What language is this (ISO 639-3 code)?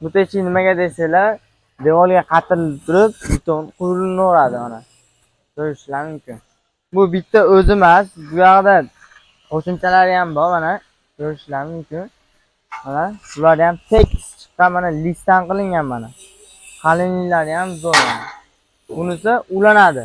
uzb